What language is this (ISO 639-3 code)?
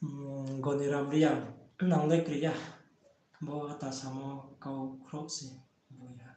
ria